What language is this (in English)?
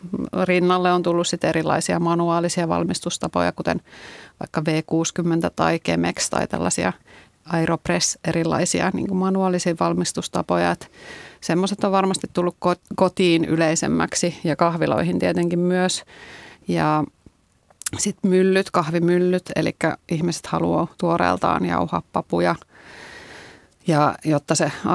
Finnish